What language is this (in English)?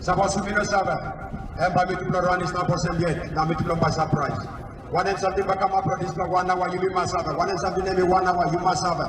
Tok Pisin